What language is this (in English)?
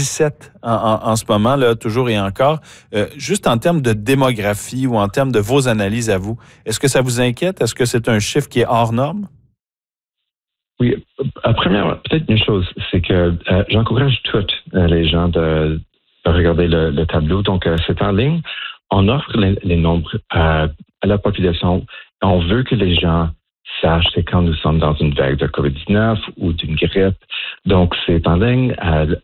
French